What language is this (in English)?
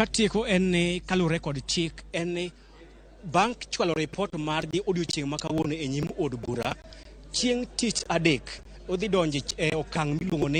Luo (Kenya and Tanzania)